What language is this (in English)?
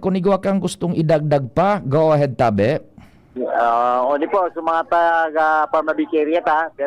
Bikol